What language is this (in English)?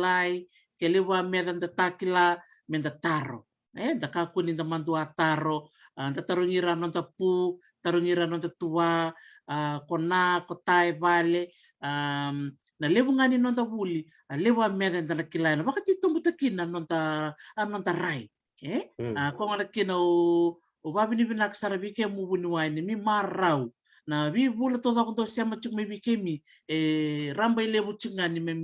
Fijian